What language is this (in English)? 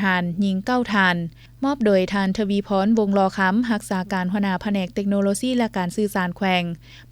Lao